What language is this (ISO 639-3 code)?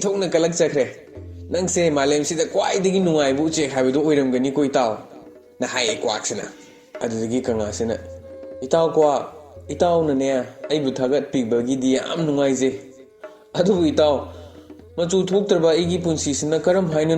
mni